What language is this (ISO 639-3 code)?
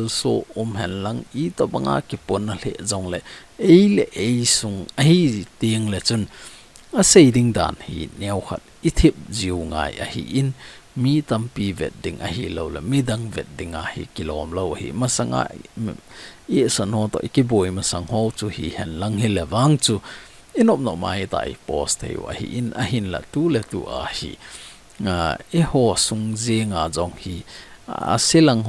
tcz